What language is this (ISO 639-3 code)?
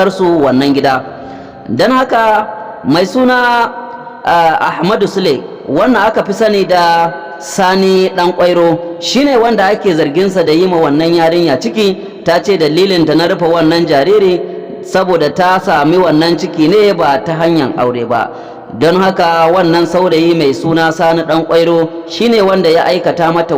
hau